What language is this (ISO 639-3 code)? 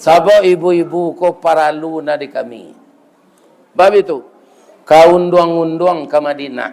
min